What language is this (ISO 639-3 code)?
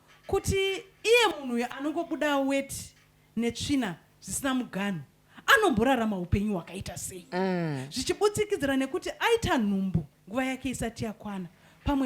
sna